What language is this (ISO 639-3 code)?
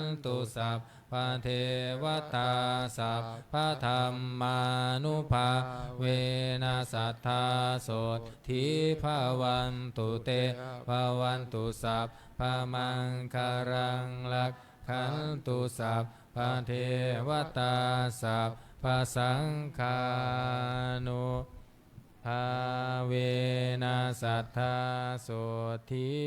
pli